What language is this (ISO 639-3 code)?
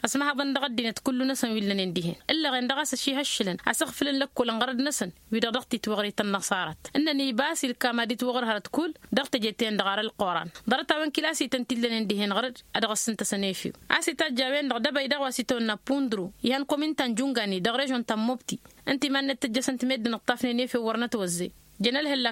taq